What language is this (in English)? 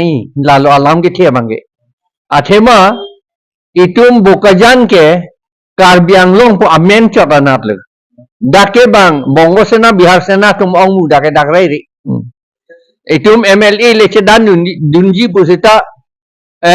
Karbi